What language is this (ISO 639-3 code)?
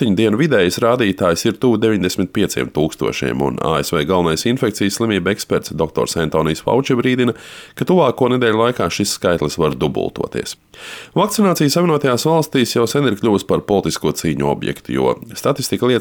lav